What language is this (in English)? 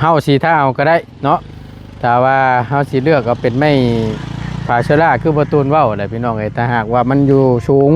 Lao